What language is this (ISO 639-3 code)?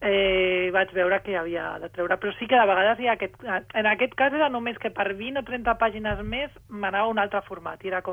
cat